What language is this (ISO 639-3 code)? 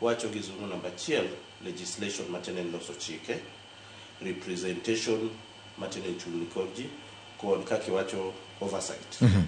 luo